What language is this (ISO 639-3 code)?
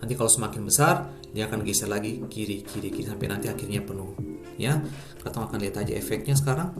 abs